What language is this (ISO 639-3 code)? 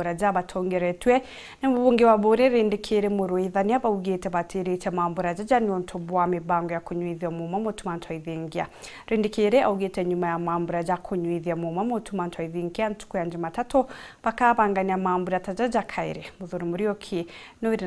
mer